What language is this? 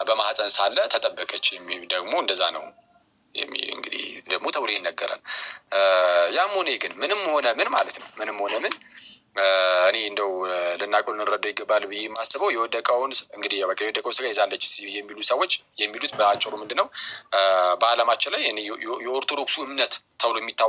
Amharic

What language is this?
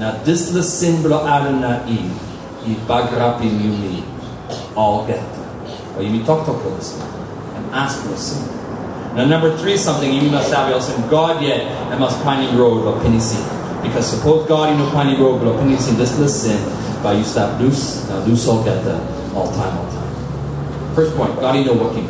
Tok Pisin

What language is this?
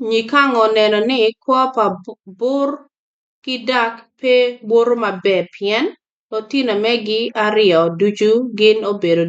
Acoli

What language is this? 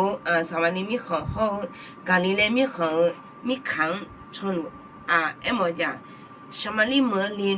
Akha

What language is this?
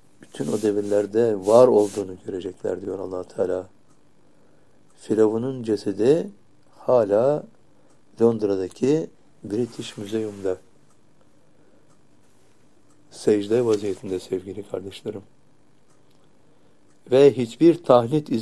Turkish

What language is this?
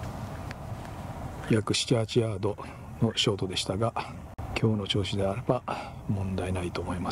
Japanese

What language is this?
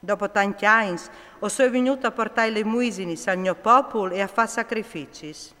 Friulian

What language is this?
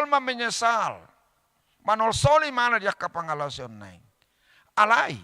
Batak Toba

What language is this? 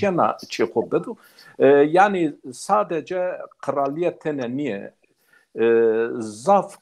Zaza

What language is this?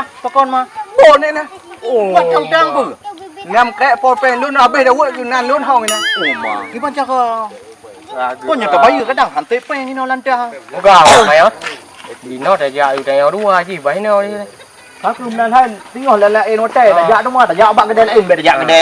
Achinese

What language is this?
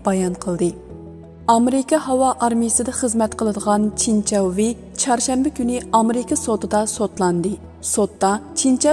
Uyghur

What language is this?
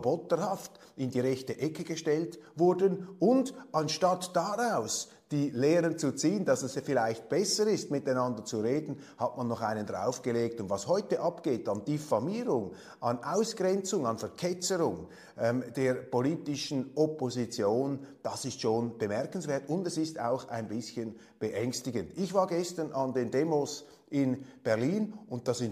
German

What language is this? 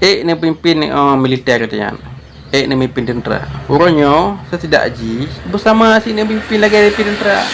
Achinese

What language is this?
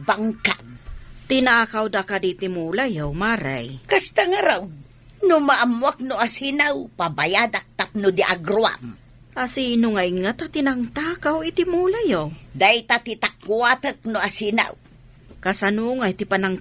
Iloko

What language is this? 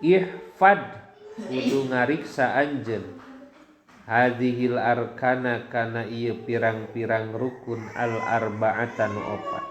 Sundanese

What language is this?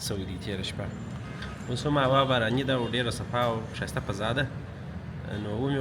Pashto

